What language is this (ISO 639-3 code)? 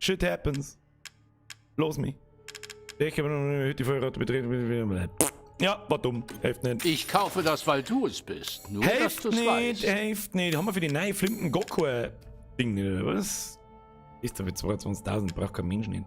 bar